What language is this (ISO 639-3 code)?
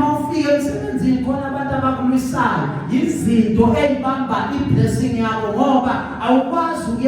zul